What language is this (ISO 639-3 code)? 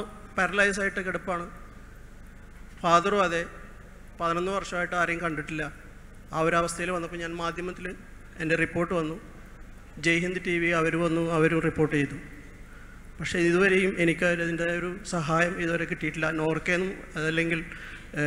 mal